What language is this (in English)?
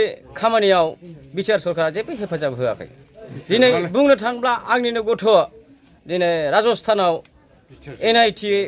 Bodo